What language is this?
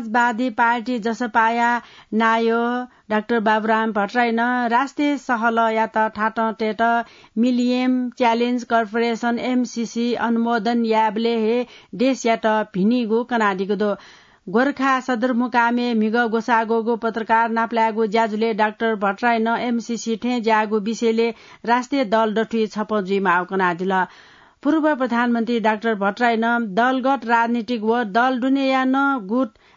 Newari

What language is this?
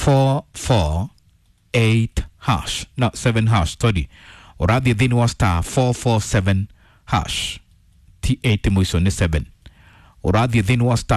Kikuyu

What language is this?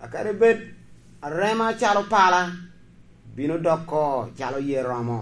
Lango (Uganda)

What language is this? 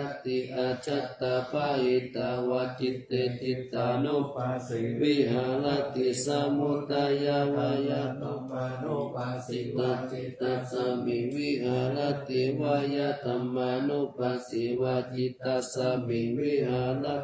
Pali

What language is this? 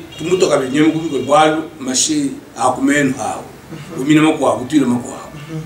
Luba-Lulua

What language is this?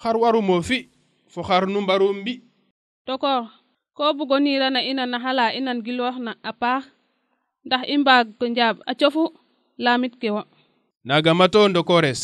Serer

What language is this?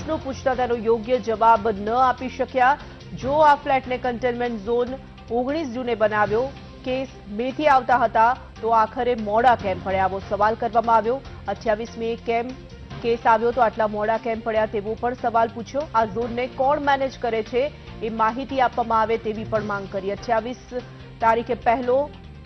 Gujarati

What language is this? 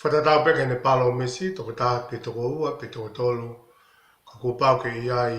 Tongan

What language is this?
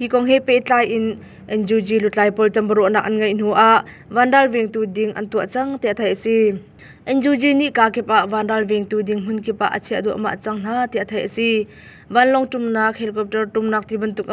Hakha Chin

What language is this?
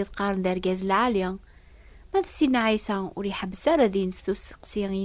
Kabyle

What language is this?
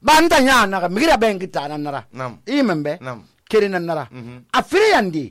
Susu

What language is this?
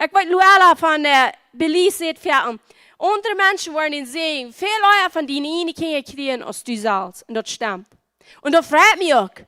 Plautdietsch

